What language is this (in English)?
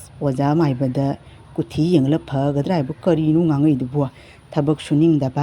Manipuri